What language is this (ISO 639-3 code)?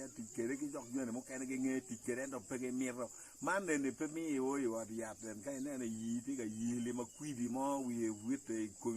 ach